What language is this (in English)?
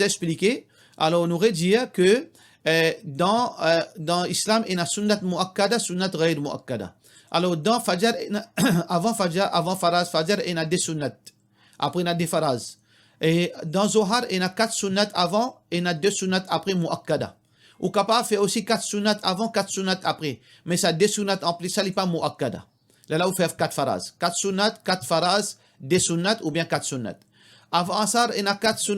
Morisyen